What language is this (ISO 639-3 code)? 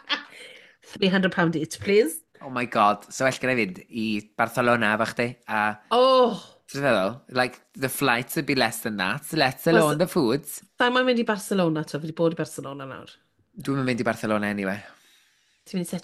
cym